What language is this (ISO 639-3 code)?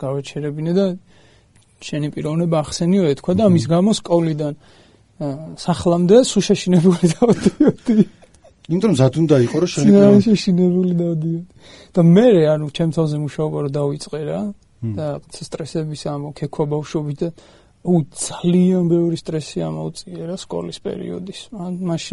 kat